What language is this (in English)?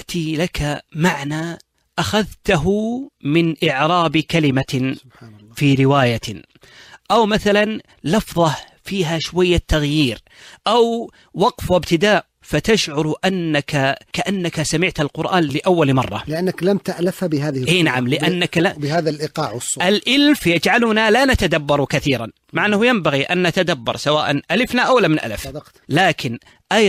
Najdi Arabic